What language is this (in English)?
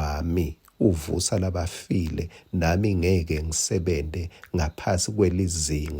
Swati